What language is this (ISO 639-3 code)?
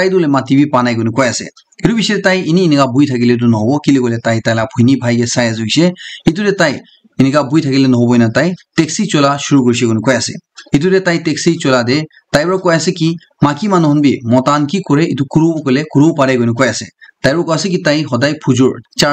nag